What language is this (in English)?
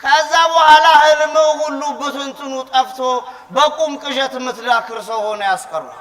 Amharic